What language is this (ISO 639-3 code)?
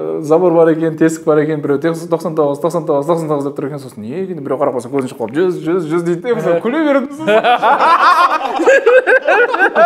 kaz